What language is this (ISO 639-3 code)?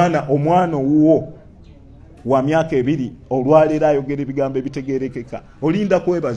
lug